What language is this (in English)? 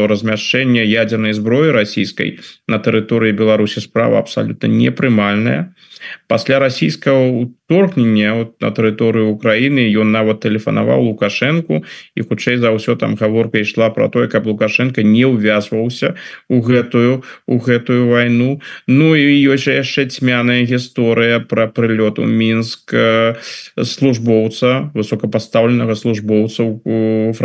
Belarusian